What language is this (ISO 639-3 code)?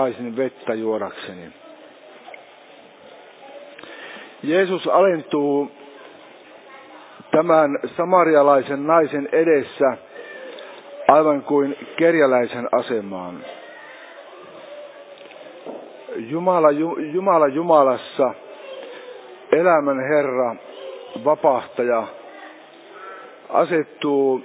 fin